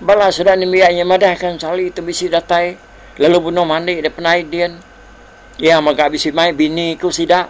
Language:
Iban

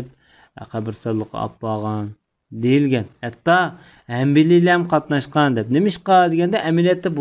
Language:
Uyghur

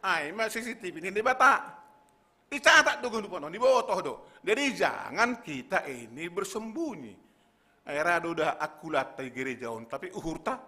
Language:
Batak Simalungun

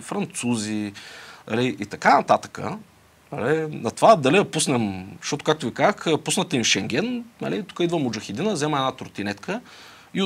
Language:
Bulgarian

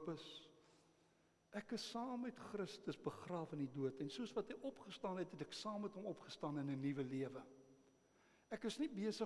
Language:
Afrikaans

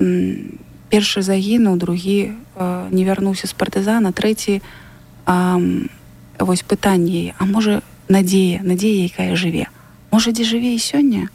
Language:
Belarusian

